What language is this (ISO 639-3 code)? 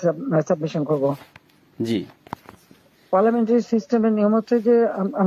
ben